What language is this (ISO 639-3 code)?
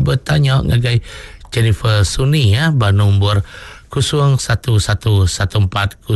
iba